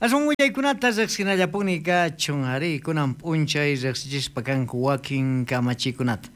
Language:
South Bolivian Quechua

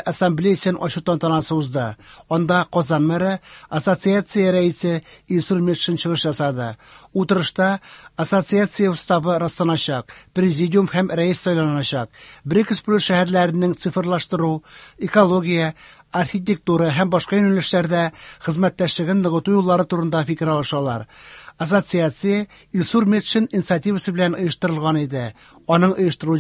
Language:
Tatar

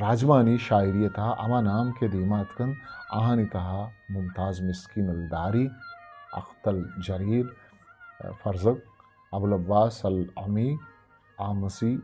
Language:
Eastern Balochi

